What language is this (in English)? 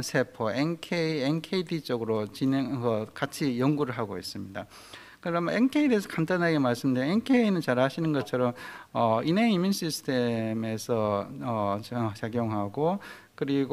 Korean